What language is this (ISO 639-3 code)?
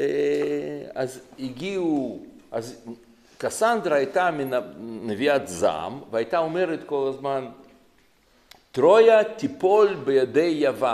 heb